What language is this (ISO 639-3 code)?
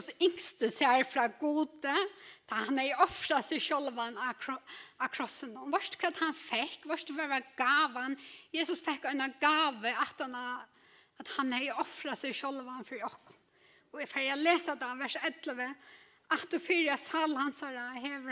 fao